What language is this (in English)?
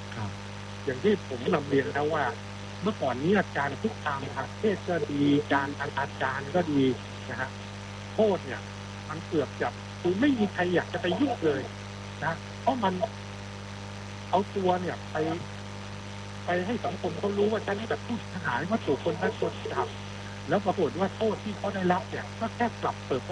Thai